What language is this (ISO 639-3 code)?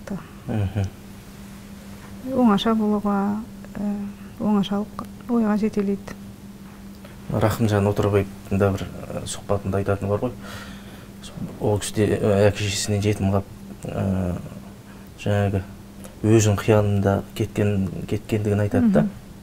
kaz